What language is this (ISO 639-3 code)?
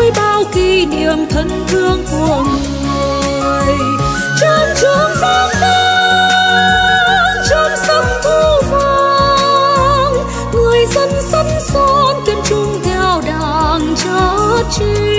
vie